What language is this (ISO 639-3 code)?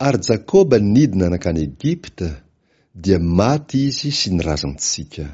mlg